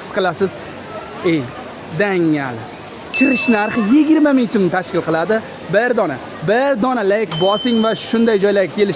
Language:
Uzbek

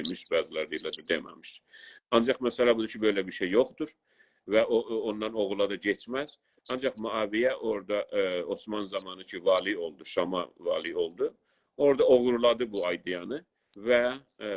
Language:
South Azerbaijani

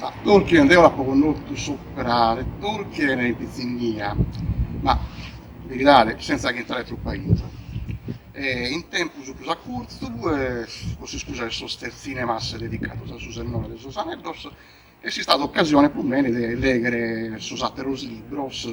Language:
Sardinian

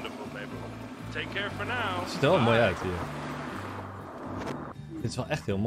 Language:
Dutch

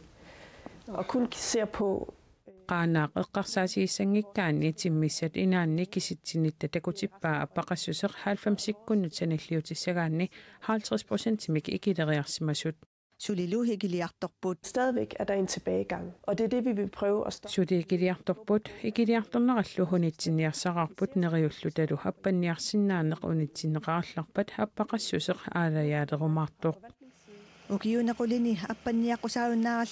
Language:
Kalaallisut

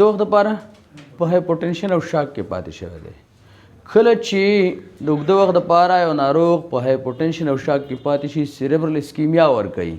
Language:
Pashto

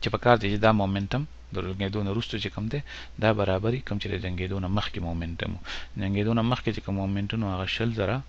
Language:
Pashto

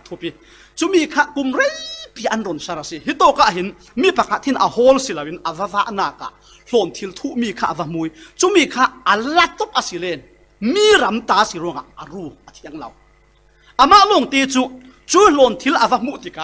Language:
Falam Chin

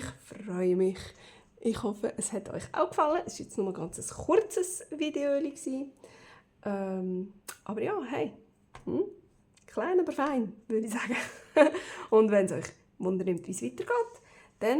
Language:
Swiss German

